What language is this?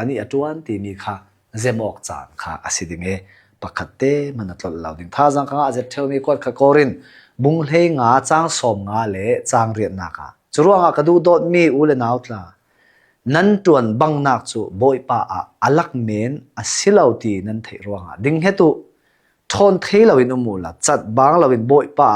Hakha Chin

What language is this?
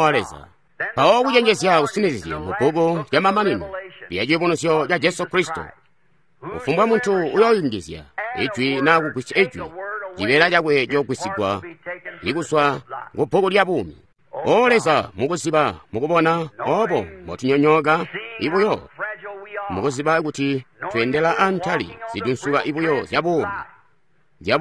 Tonga (Zambia)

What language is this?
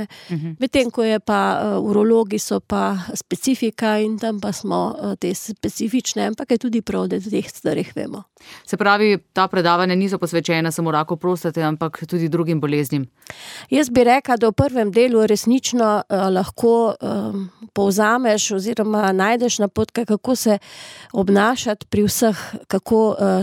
Slovenian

